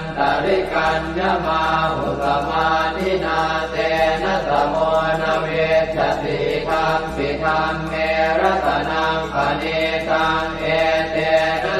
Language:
Pali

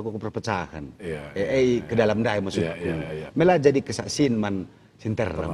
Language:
Batak Karo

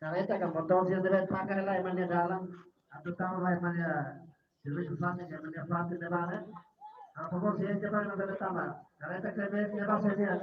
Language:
Tetum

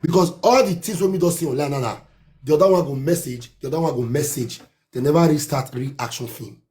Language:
Nigerian Pidgin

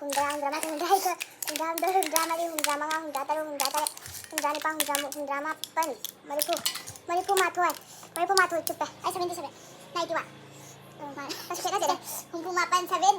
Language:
Manipuri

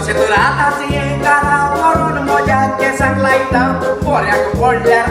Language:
Konkani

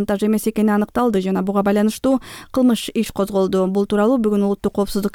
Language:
Kyrgyz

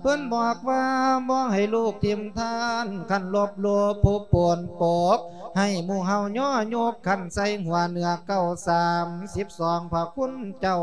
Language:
Lao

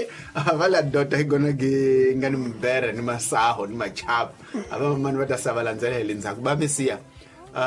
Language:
Tsonga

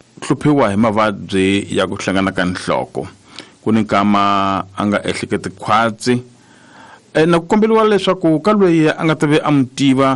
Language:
Tsonga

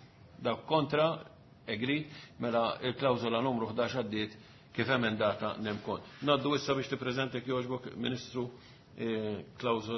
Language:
Maltese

